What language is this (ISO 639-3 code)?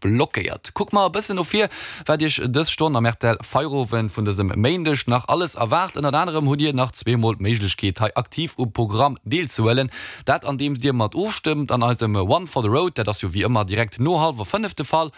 ltz